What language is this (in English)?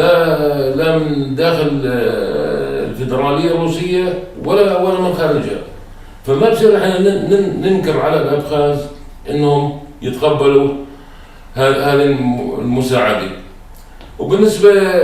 North Levantine Arabic